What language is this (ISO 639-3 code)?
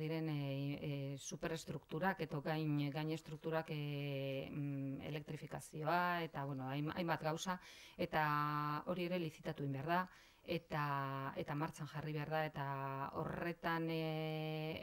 eus